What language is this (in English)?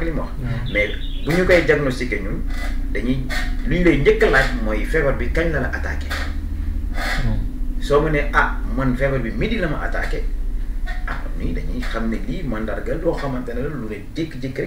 Wolof